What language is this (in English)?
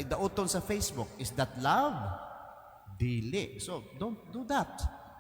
Cebuano